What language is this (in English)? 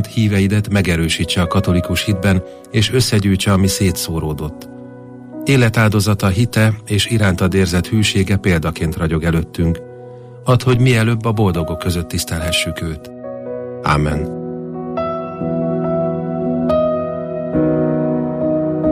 Hungarian